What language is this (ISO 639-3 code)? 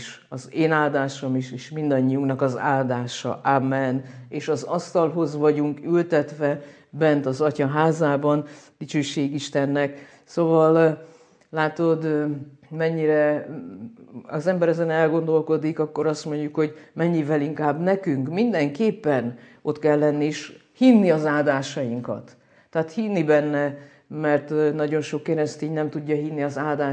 hun